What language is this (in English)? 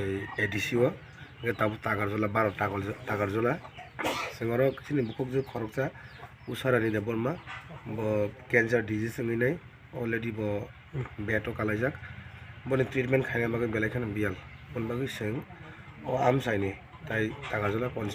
Kok Borok